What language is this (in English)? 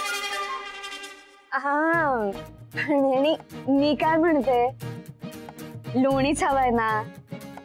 Marathi